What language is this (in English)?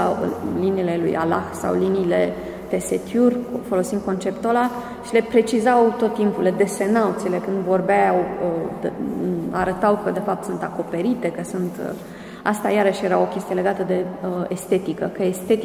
Romanian